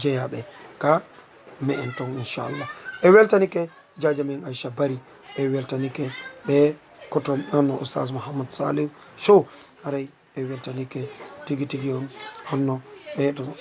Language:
Fula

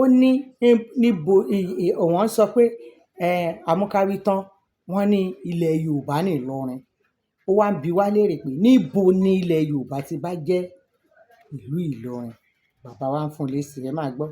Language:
Yoruba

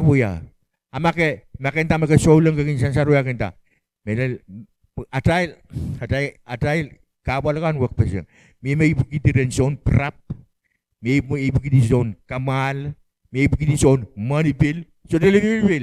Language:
Pohnpeian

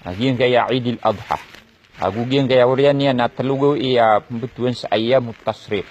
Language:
Maranao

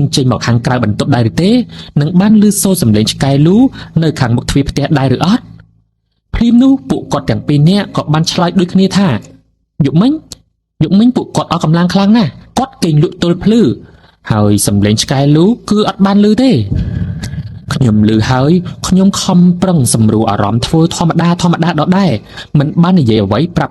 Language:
Khmer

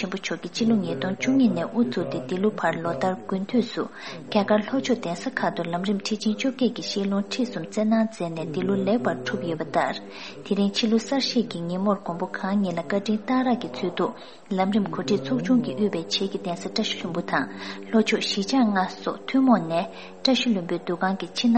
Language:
Tibetan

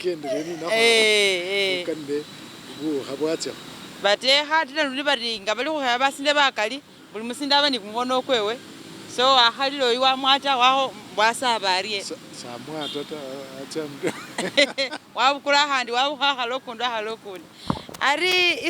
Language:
Masaaba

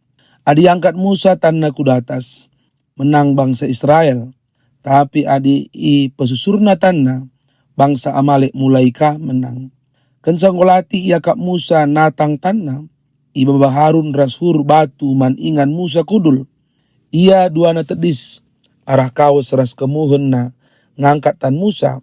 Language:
Batak Karo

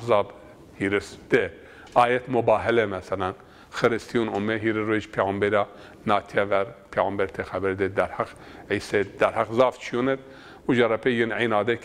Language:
Zaza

